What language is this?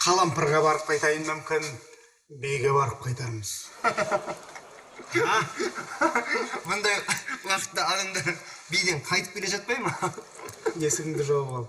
Kazakh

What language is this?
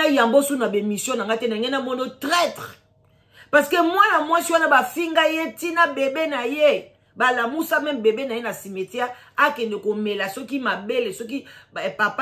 Lingala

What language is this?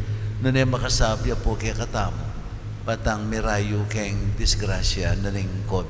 Pampanga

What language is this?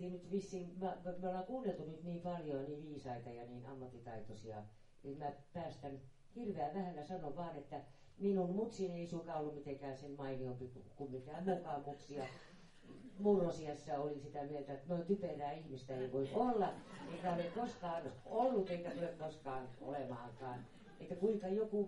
Finnish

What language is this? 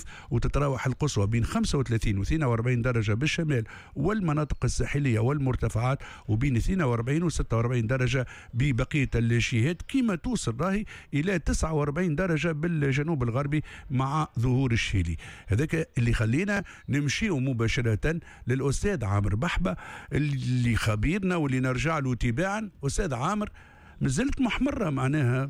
Tunisian Arabic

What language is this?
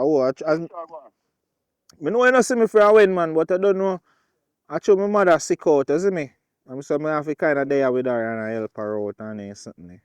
Jamaican Creole English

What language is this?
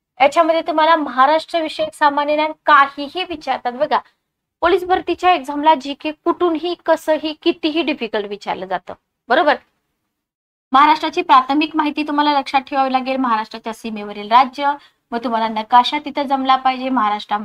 Marathi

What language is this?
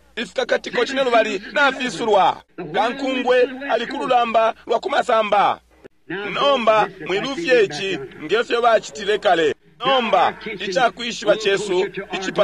Bemba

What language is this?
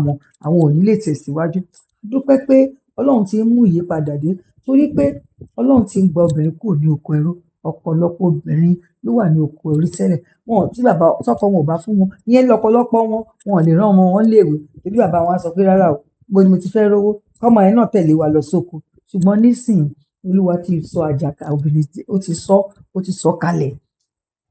Yoruba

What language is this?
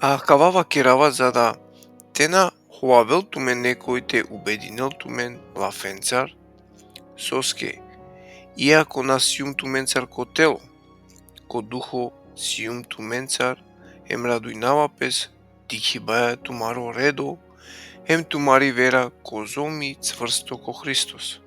Balkan Romani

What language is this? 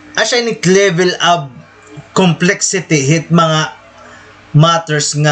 Waray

